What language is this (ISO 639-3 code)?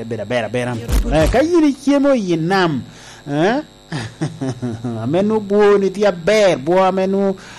laj